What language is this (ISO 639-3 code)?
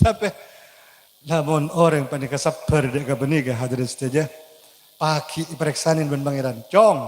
mad